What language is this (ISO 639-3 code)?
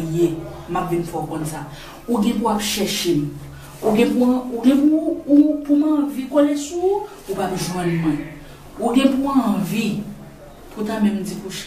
hat